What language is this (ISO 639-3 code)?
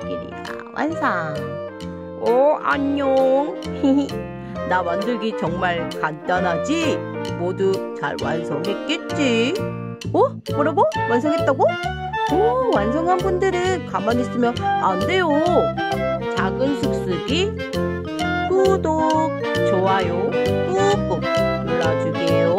kor